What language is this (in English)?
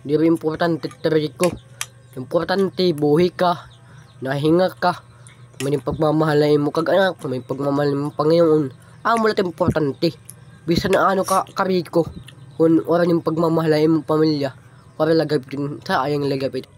Waray